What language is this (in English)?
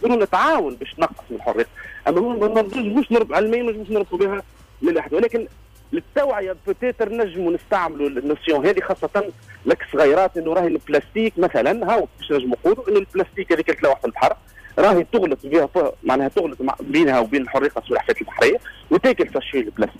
Tunisian Arabic